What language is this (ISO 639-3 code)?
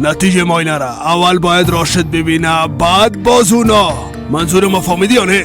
fas